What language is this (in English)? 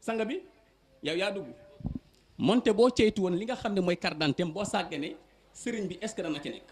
Wolof